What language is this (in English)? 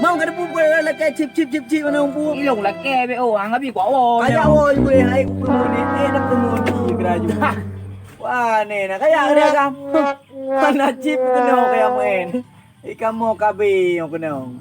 Achinese